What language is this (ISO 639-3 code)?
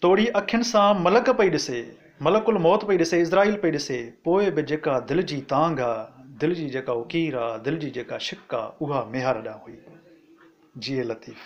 snd